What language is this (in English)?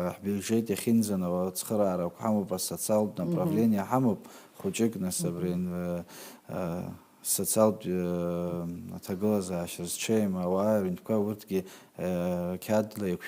Abkhazian